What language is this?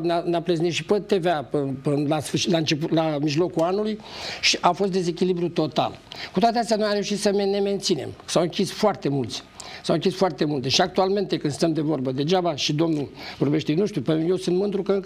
Romanian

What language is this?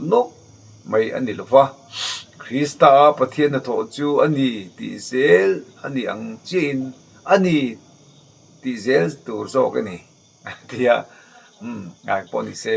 Mizo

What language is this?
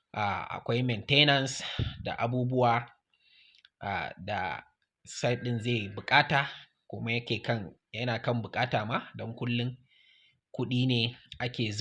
Hausa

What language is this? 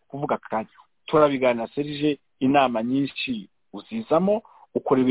Kinyarwanda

